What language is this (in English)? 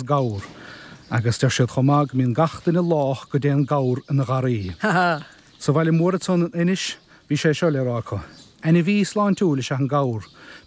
Irish